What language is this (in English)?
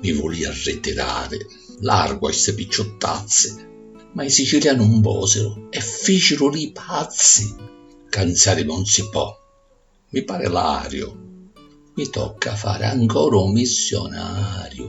Sicilian